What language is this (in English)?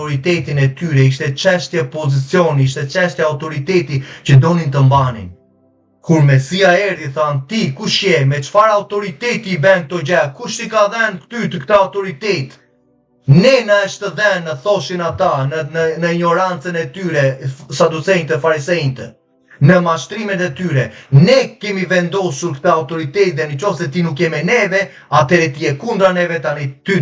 Albanian